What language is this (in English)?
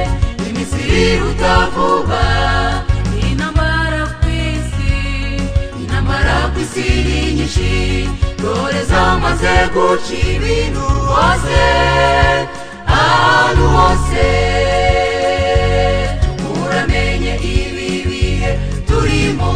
Kinyarwanda